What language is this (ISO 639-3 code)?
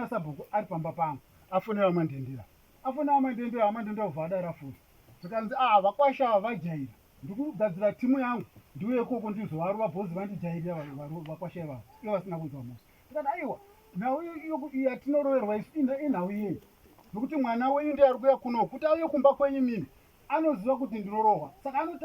sna